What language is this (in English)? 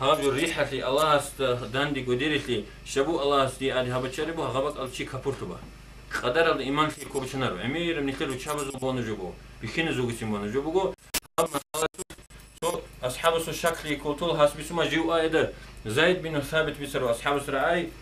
Avaric